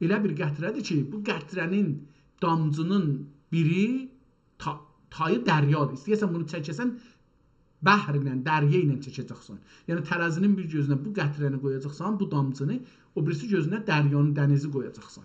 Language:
South Azerbaijani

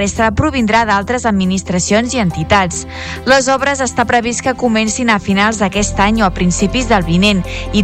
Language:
Catalan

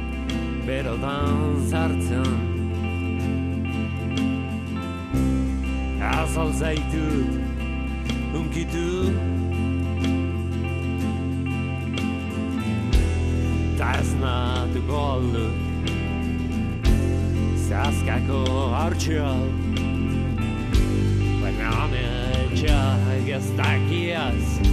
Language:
Basque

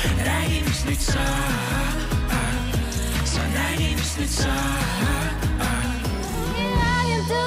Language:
Estonian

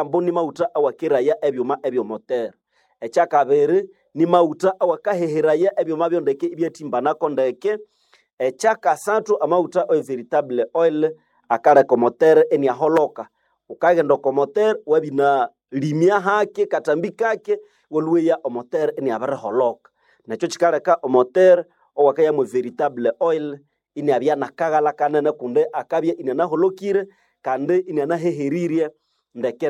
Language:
Nande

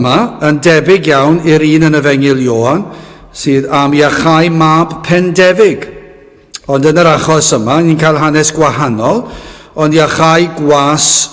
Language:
Welsh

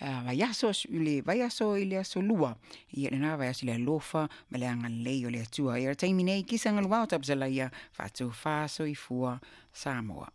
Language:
Samoan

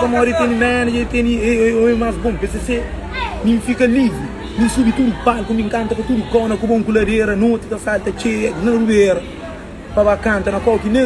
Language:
Kabuverdianu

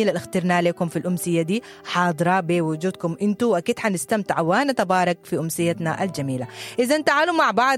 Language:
Sudanese Arabic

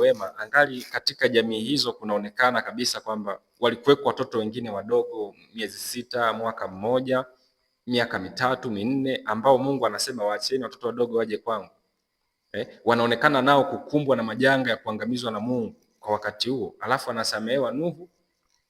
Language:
Swahili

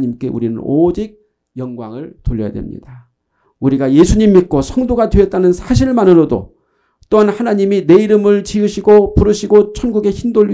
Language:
Korean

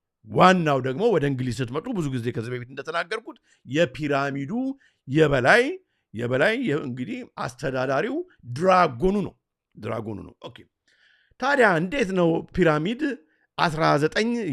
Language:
Amharic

